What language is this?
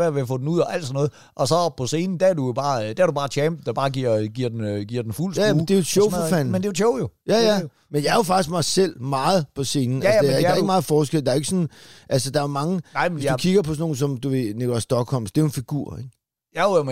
Danish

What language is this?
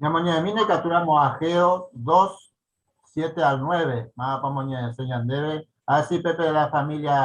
Guarani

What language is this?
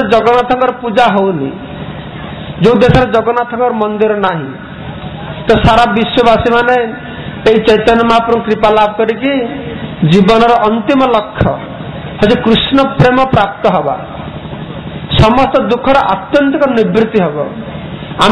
Odia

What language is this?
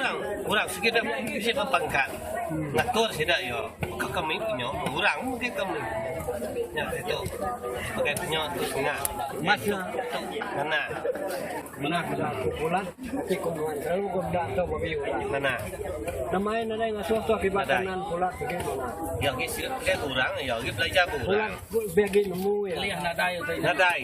Iban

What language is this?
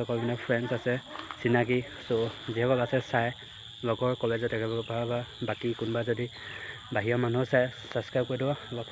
Assamese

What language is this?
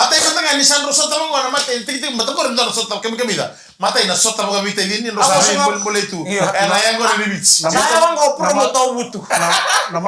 Fijian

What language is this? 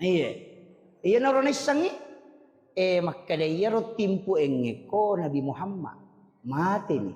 Buginese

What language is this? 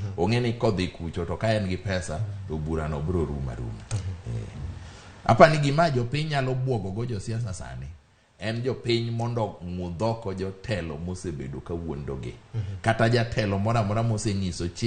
Luo (Kenya and Tanzania)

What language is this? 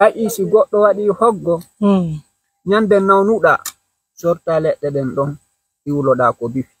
Pular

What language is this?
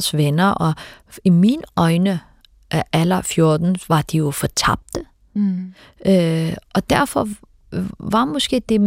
Danish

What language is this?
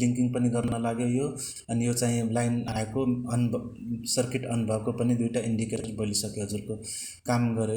Nepali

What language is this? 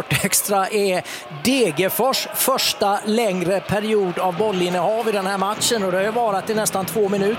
Swedish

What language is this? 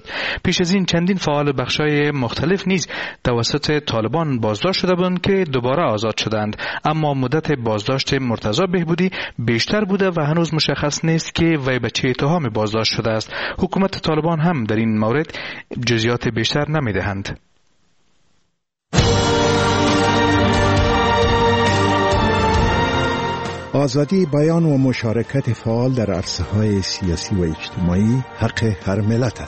Persian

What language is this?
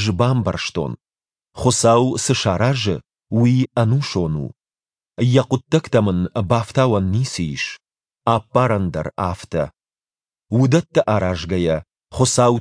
Ossetic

